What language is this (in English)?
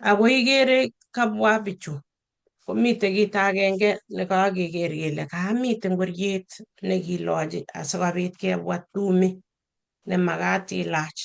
Kalenjin